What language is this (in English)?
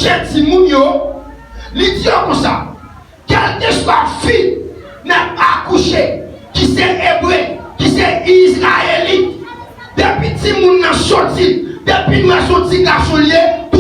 Haitian Creole